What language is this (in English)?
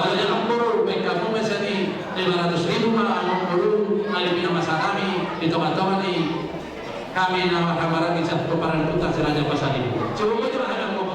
Batak Toba